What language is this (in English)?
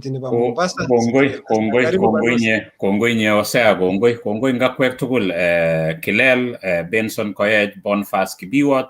Kalenjin